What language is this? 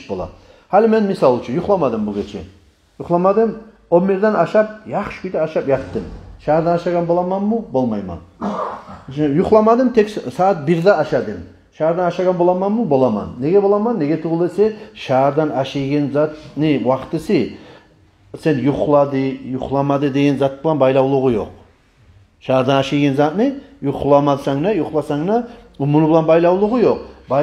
Kumyk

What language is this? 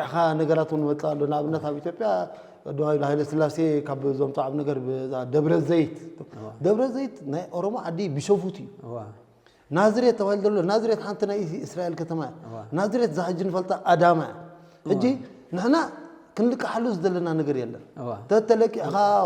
Tigrinya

